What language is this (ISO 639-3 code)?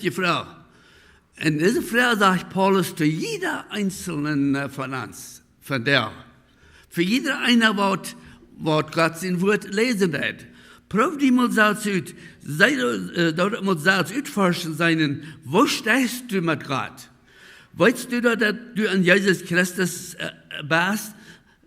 pdt